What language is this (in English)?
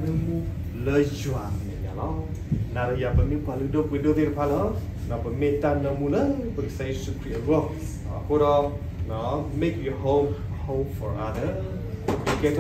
S'gaw Karen